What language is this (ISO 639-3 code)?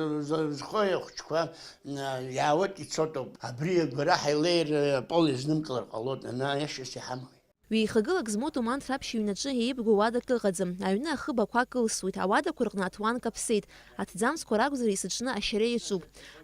abk